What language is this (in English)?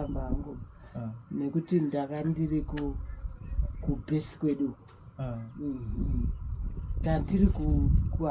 Shona